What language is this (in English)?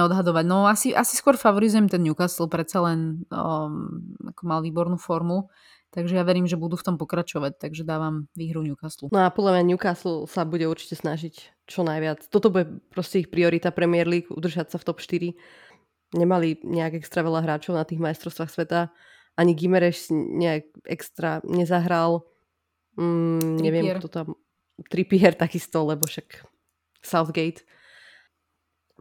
Slovak